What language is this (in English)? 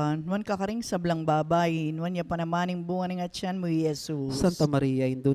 Pampanga